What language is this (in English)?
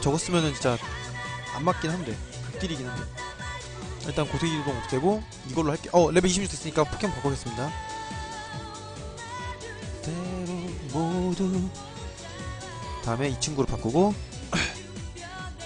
Korean